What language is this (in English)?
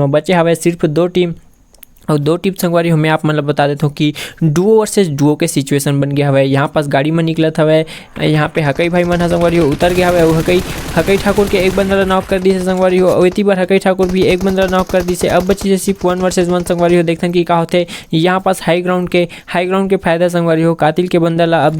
Chhattisgarhi